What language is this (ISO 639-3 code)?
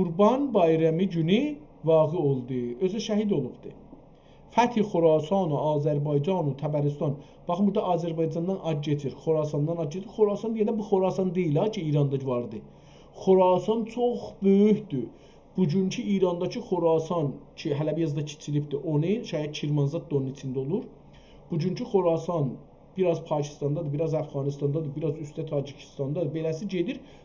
azb